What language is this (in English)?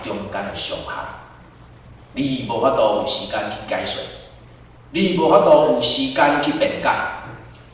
Min Nan Chinese